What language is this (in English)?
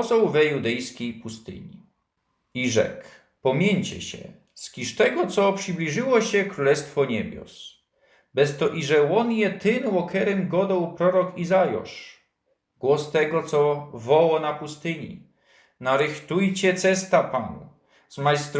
Silesian